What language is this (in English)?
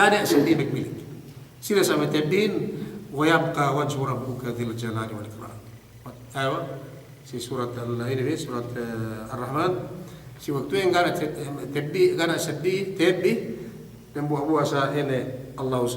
Yakan